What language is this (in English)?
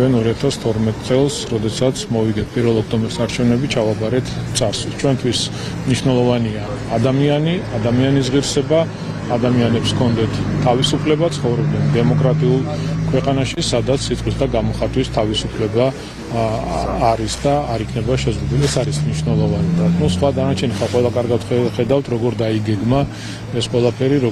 Georgian